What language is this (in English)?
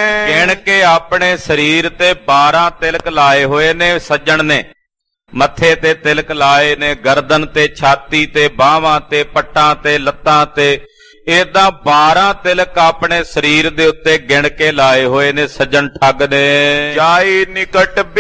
Punjabi